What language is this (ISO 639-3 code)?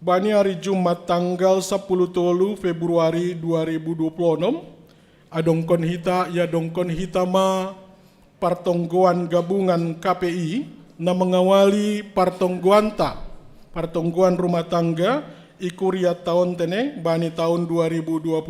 bts